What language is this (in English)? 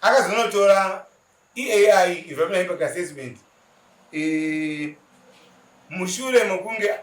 Shona